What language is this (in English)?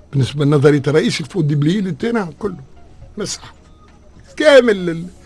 Tunisian Arabic